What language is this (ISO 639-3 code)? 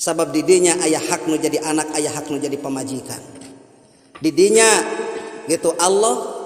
sun